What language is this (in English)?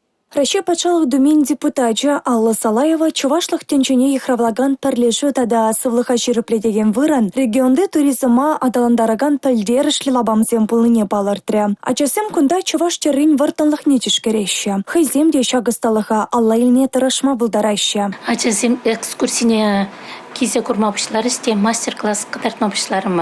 Chuvash